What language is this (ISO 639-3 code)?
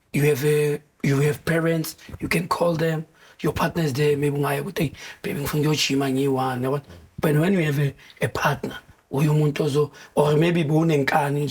zul